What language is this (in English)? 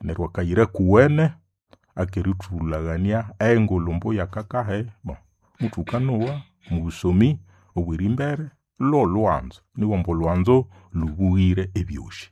Nande